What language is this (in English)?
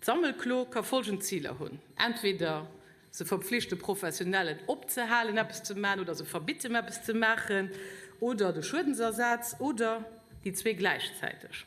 Luxembourgish